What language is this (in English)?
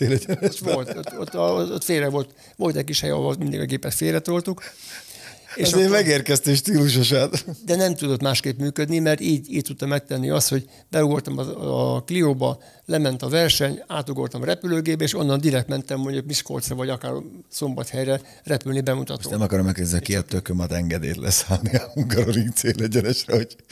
Hungarian